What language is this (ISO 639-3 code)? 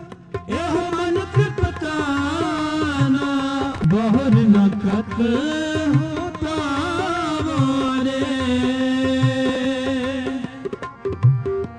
pan